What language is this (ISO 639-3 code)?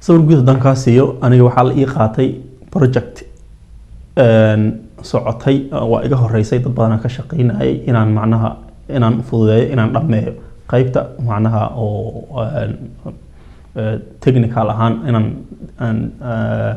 som